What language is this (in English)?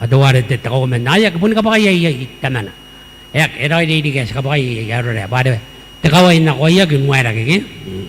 Gilbertese